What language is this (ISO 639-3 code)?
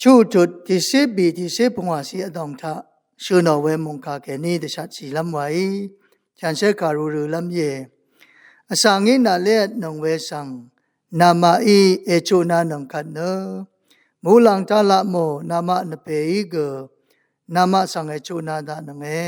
raw